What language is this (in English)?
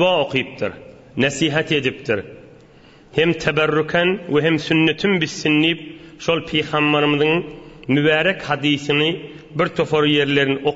Turkmen